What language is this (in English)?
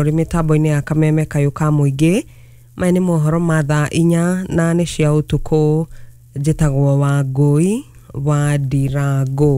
Kikuyu